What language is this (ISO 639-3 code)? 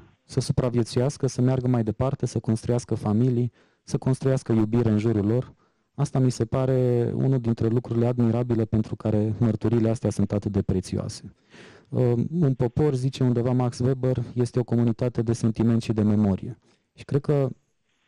ron